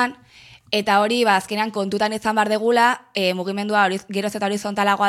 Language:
Basque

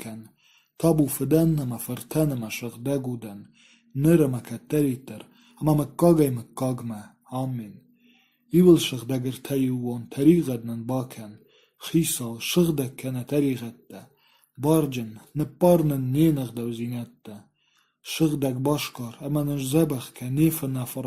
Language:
Ossetic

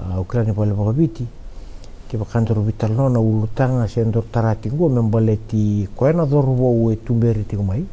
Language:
Fijian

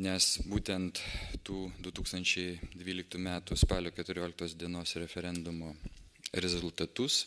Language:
Lithuanian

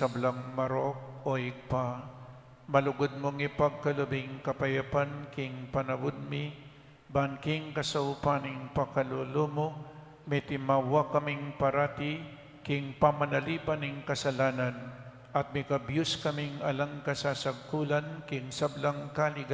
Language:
Pampanga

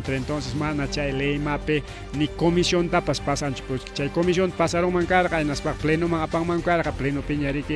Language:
Ayacucho Quechua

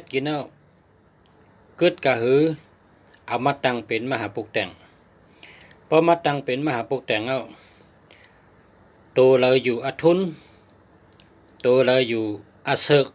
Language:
Shan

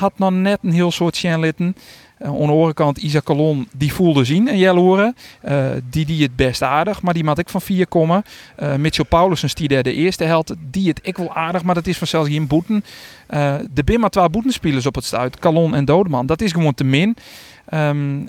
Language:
Western Frisian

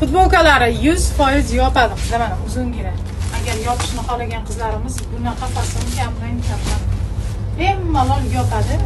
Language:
Uzbek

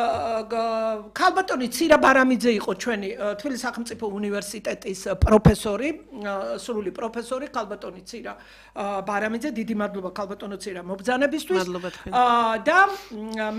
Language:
Georgian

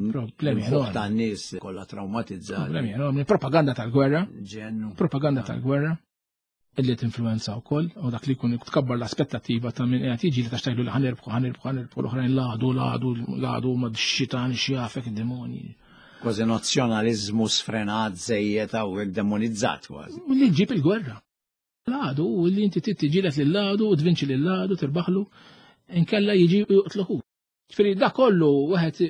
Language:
Maltese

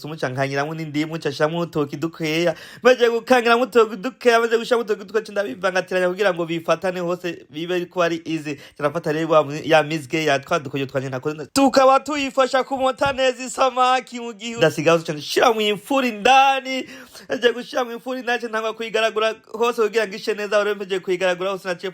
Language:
Rundi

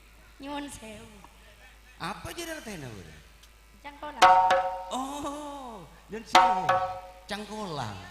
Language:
Madurese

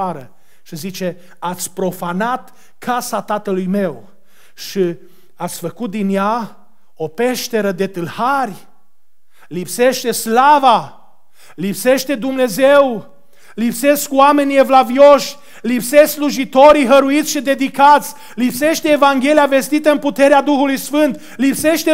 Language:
Romanian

